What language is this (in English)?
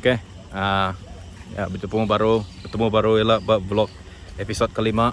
Iban